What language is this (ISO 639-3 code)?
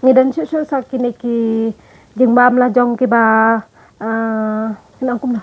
kha